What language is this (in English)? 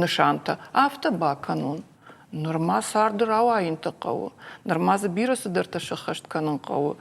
Ossetic